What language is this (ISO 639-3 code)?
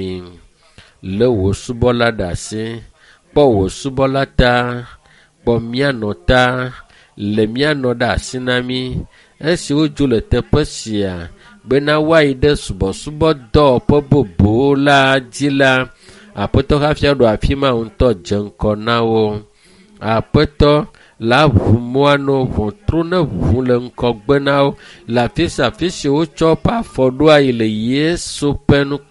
ewe